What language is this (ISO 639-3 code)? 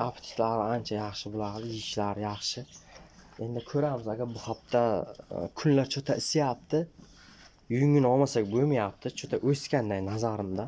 uzb